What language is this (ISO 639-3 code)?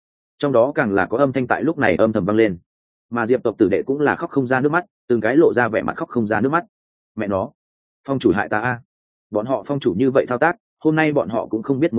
vie